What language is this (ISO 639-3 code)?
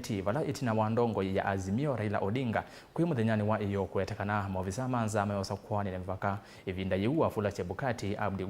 kam